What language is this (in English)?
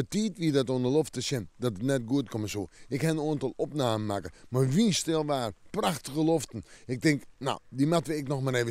Western Frisian